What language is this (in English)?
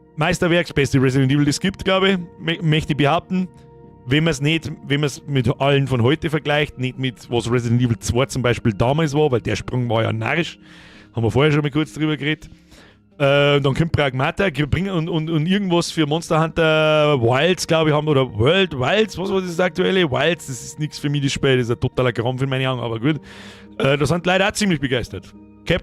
Bavarian